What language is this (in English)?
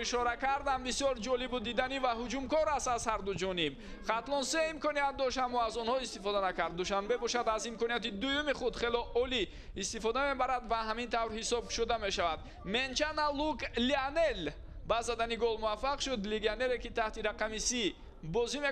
Tajik